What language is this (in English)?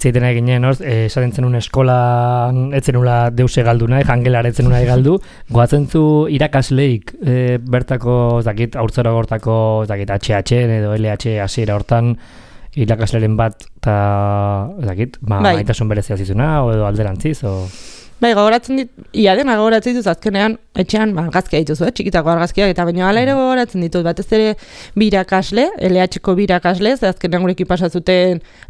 Basque